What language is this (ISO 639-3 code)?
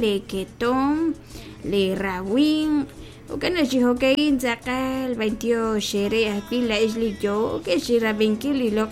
kek